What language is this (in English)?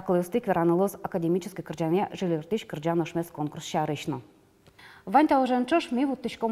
Udmurt